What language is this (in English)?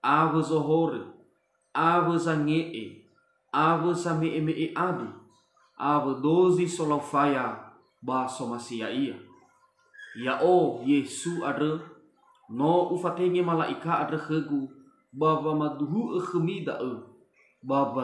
Nias